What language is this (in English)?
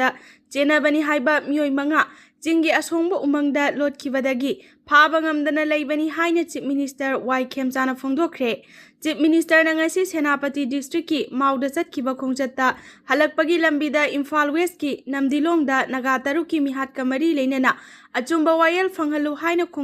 Manipuri